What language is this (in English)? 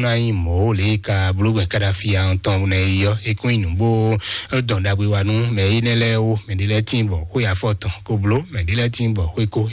Fon